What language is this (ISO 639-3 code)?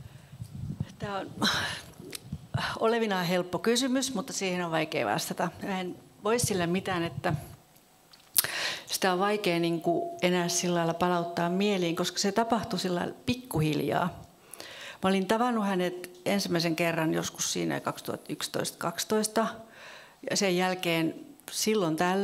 fin